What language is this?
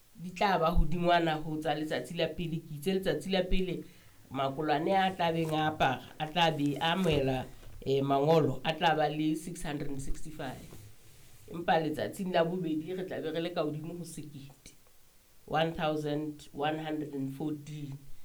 Southern Sotho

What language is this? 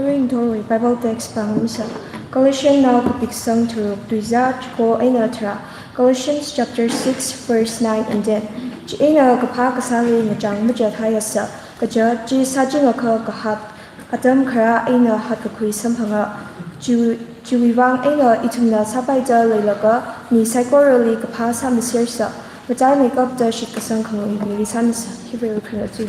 Tangkhul Naga (India)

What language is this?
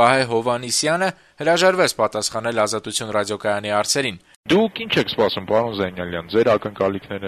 Armenian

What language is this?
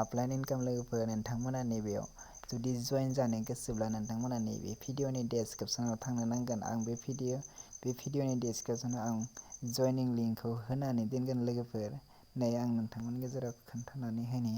Bodo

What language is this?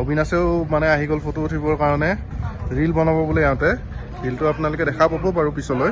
Assamese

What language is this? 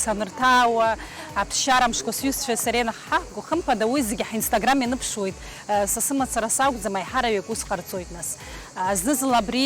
Abkhazian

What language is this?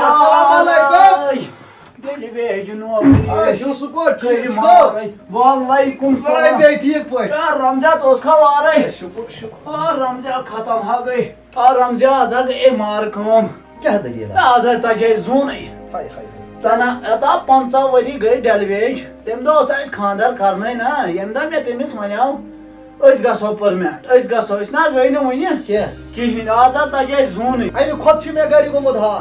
Kashmiri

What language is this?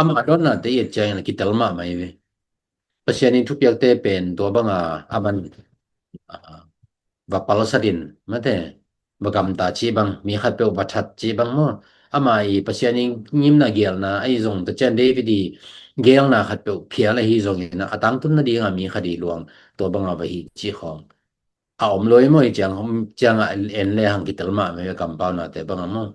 Tedim Chin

